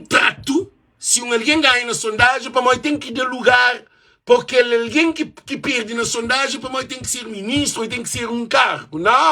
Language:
Kabuverdianu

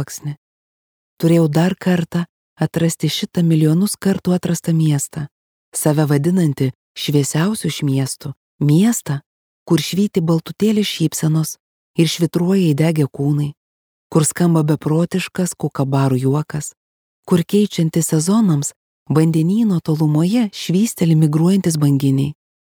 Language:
Lithuanian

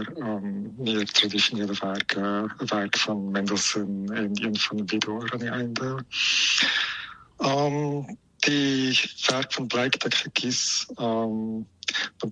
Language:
Afrikaans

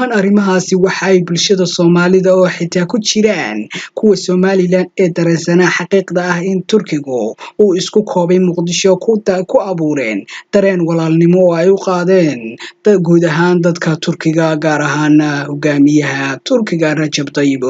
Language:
Somali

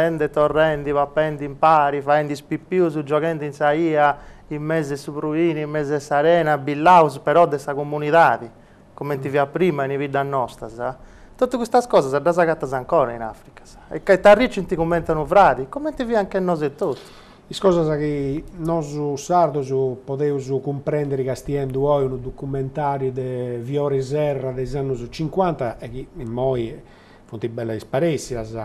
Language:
Sardinian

